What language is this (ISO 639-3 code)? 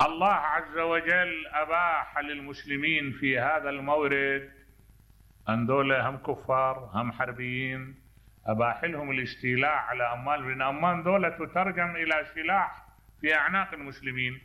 acm